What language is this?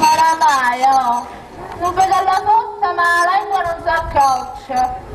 Sicilian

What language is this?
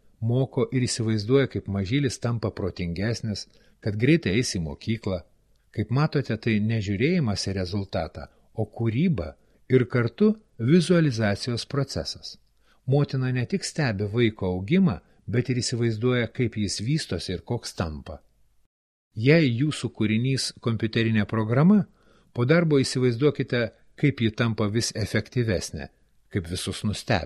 Lithuanian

